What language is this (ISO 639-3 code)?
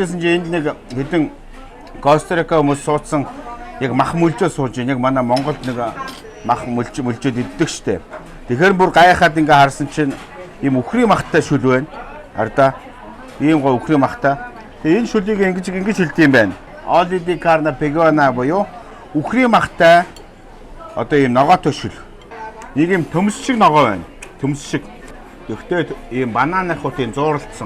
mon